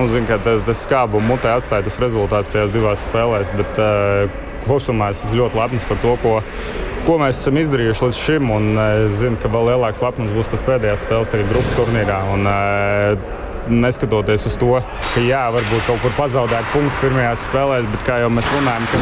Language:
Latvian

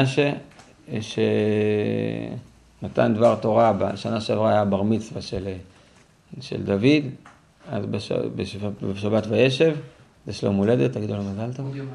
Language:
Hebrew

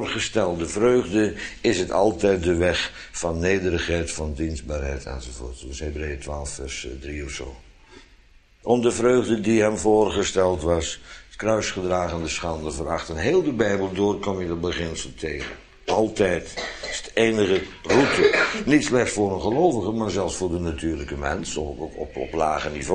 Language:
Dutch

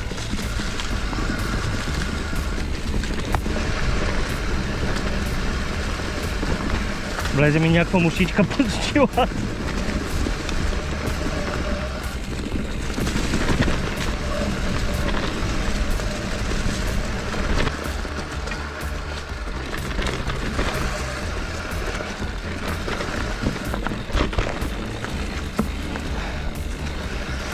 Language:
Bulgarian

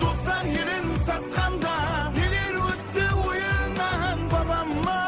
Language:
Kara-Kalpak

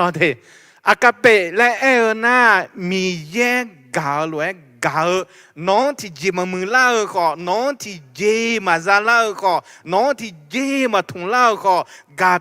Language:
Akha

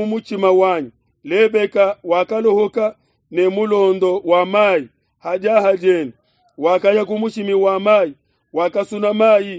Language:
Luba-Lulua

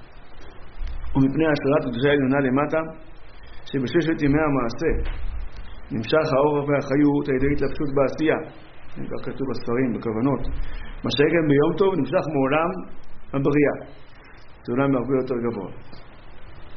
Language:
Hebrew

